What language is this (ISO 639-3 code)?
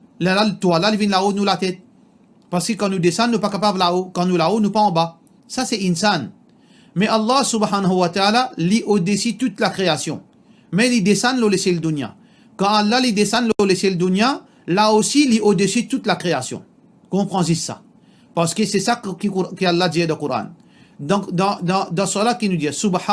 mfe